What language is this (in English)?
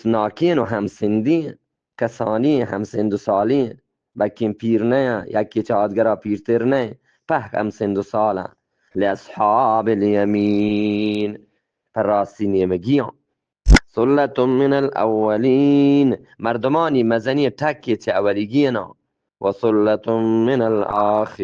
Eastern Balochi